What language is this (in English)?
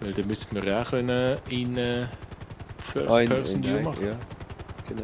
Swiss German